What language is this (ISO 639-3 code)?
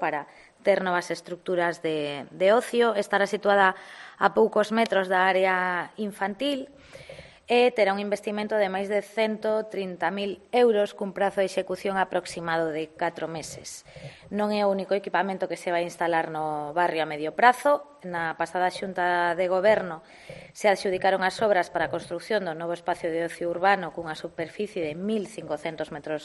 glg